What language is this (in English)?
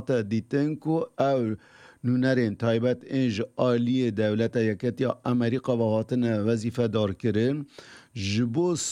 Kurdish